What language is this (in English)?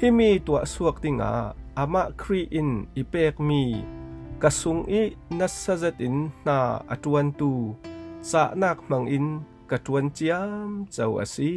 Falam Chin